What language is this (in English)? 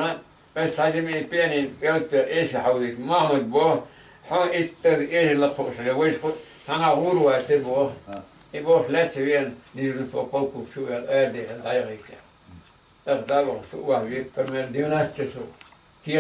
Chechen